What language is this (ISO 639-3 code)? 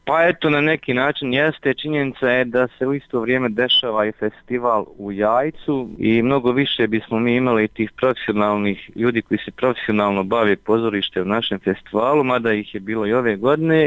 bos